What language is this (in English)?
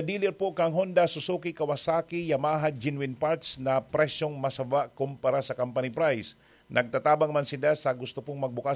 Bikol